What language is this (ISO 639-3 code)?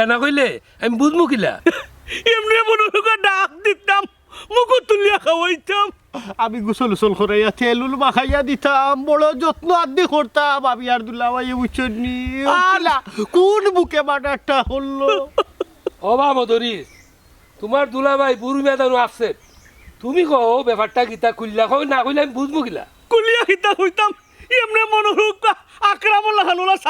syl